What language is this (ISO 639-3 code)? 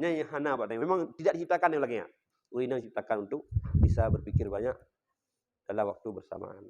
ace